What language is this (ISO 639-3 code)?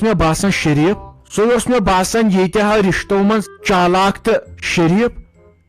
kas